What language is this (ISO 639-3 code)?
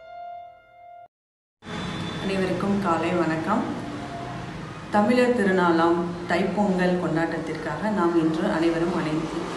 tam